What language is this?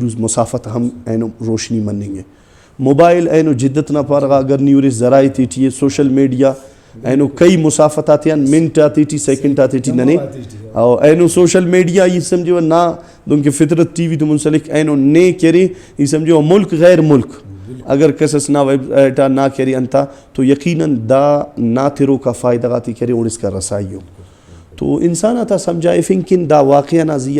Brahui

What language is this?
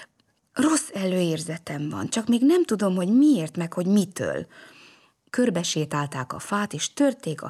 Hungarian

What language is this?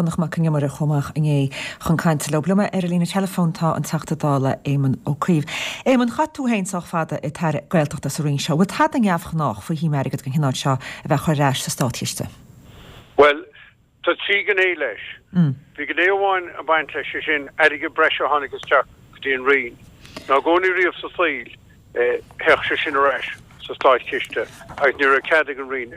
Irish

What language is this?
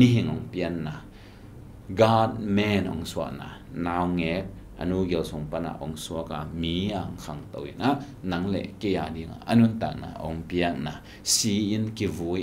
Tedim Chin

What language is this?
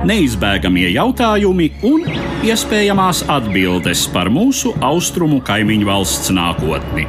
Latvian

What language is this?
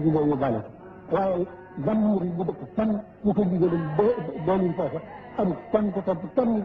Wolof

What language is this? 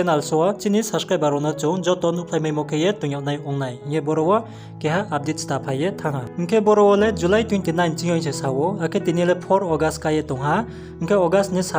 Riang (India)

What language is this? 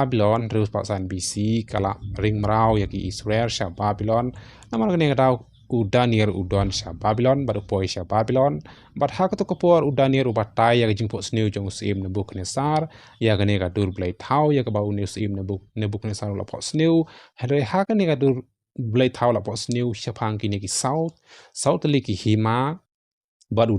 Khasi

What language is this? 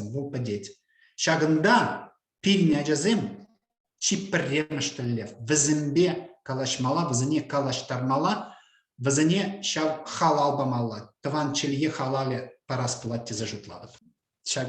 Chuvash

